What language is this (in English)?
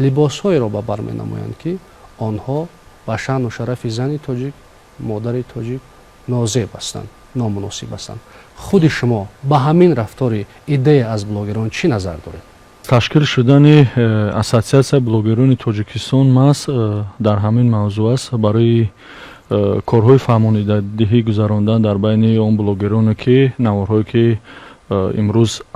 Tajik